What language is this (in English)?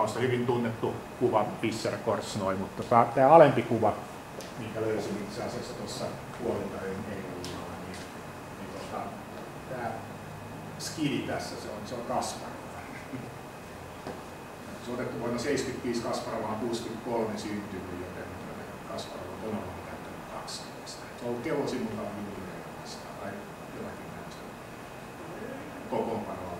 Finnish